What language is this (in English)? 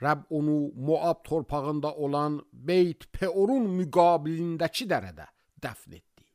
Azerbaijani